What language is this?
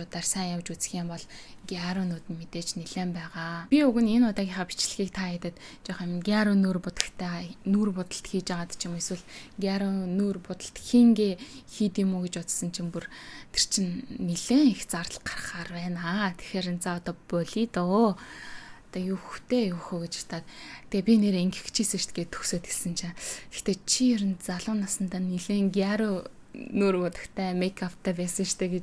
Mongolian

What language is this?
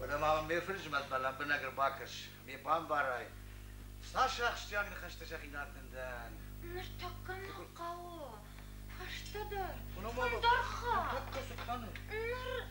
Ossetic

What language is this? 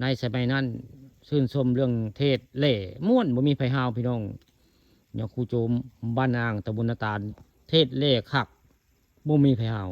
Northeastern Thai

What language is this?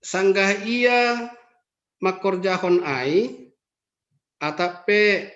Batak Simalungun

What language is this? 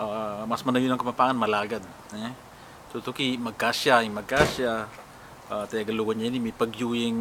Pampanga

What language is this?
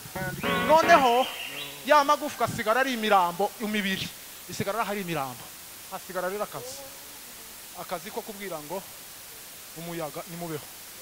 Kinyarwanda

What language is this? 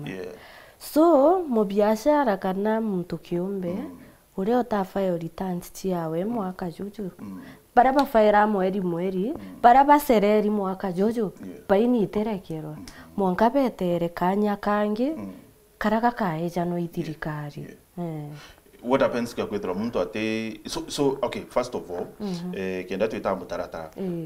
Meru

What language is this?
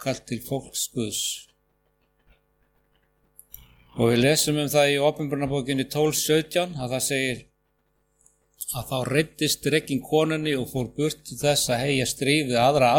Icelandic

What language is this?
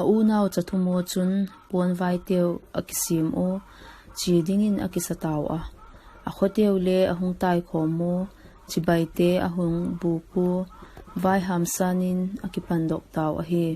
Vaiphei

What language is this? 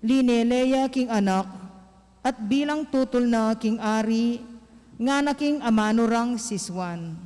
Pampanga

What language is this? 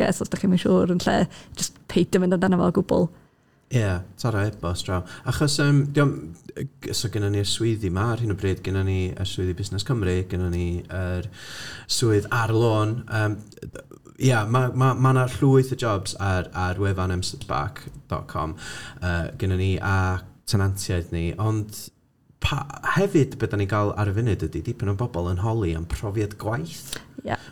Welsh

